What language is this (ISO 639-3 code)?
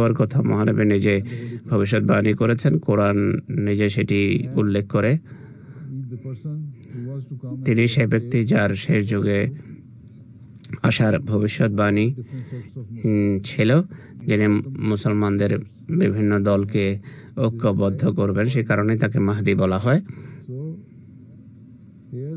ben